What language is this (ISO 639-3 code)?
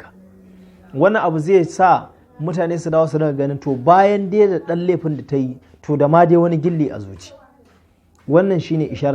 hau